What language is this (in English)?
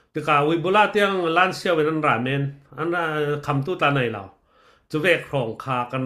Falam Chin